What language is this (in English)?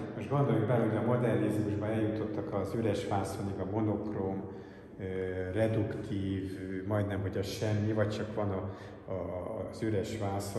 Hungarian